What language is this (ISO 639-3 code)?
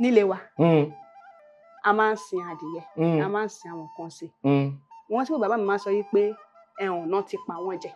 yor